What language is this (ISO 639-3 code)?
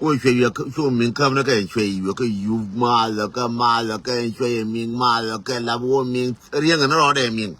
nus